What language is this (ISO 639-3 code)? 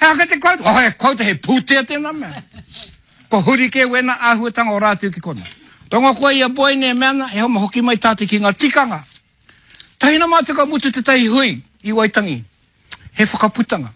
mri